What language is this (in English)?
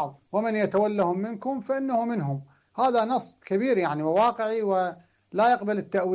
Arabic